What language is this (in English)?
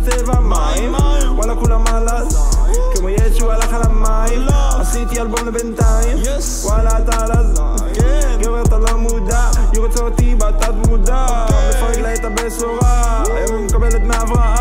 Hebrew